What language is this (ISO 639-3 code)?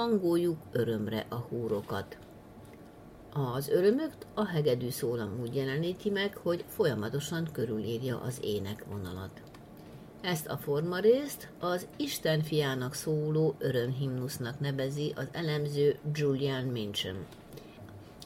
hun